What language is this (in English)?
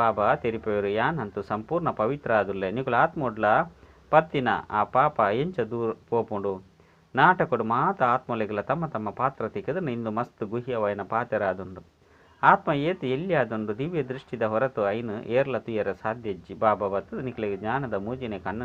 Tulu